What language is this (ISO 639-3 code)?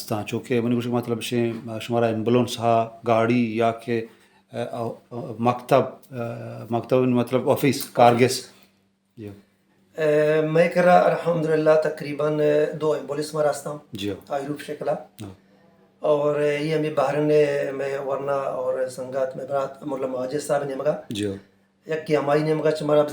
bal